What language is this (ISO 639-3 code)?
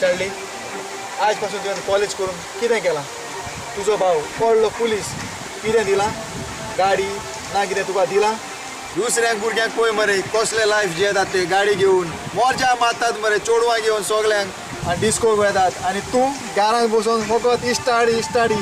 kok